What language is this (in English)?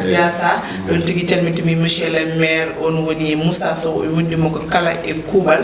Fula